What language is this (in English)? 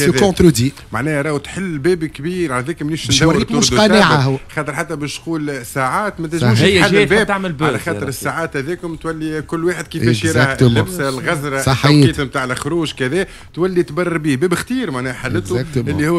Tunisian Arabic